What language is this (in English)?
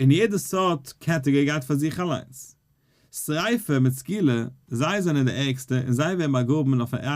Yiddish